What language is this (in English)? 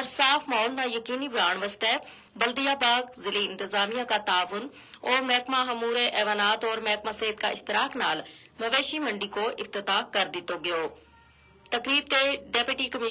Gujari